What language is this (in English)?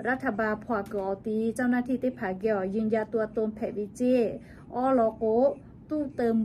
Lahu